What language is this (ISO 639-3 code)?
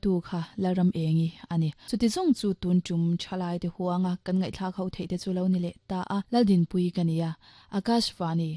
lus